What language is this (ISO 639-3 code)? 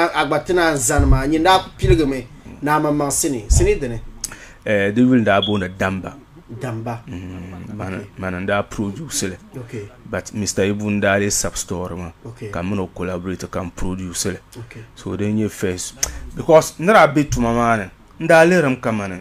dag